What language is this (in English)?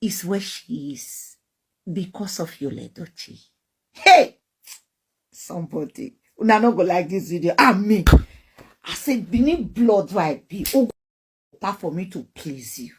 Nigerian Pidgin